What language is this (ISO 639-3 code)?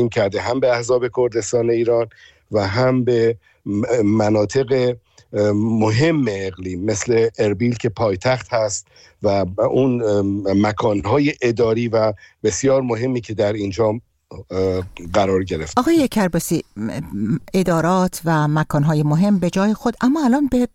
fas